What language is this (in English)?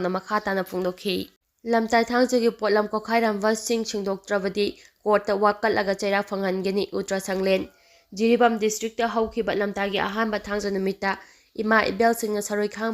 Manipuri